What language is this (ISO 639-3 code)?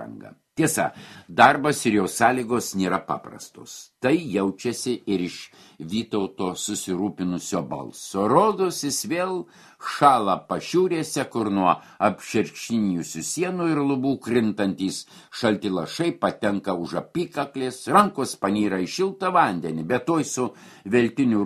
lit